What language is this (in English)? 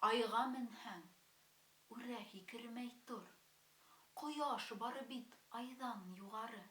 Bashkir